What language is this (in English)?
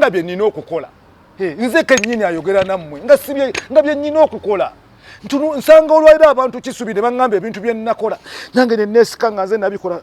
Ganda